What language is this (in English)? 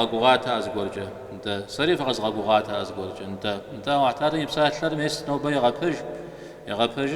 Kabardian